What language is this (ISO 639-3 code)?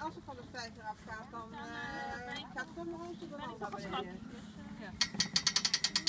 nld